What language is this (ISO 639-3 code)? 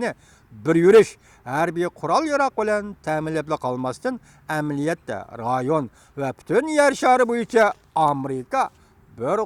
uig